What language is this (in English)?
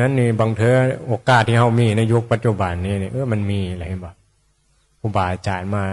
Northeastern Thai